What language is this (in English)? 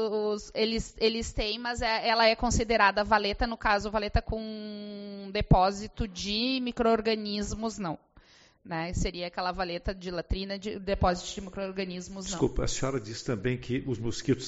Portuguese